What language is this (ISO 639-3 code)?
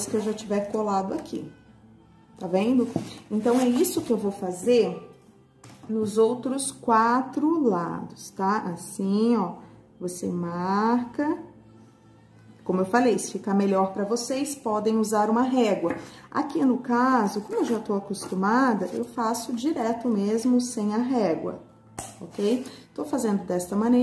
por